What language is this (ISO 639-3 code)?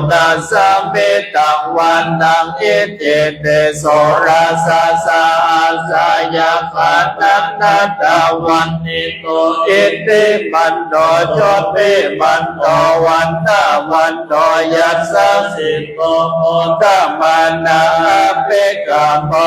pli